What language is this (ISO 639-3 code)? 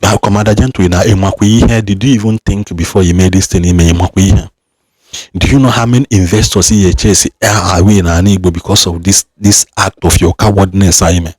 ibo